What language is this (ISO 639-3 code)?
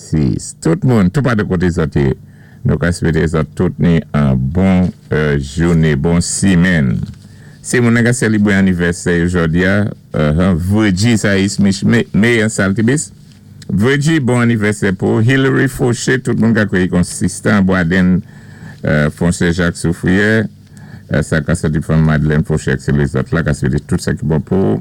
acf